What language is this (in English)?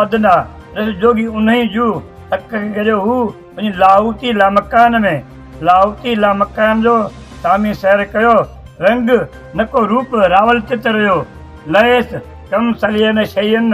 Sindhi